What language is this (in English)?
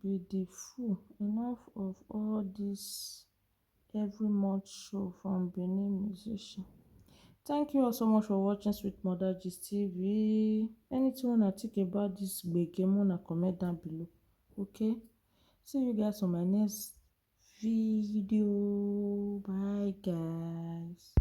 Nigerian Pidgin